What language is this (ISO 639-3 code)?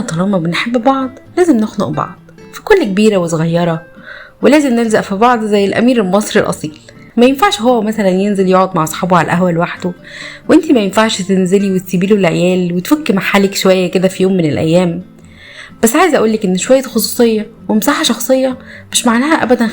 arz